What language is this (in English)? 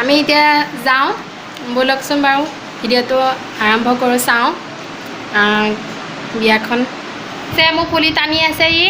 Assamese